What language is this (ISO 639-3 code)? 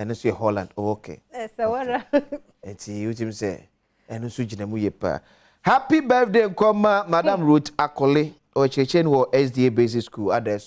aka